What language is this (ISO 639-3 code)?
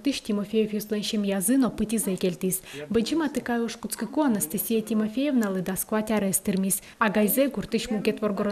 udm